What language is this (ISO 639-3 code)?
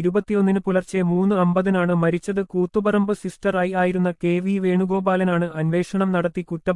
mal